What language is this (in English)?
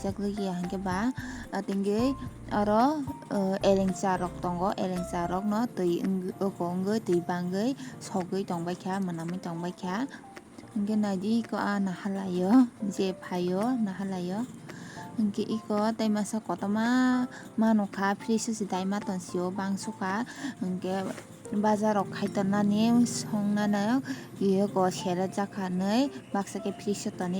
Kok Borok